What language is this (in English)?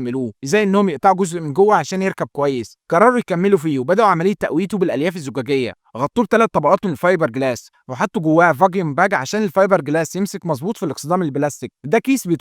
Egyptian Arabic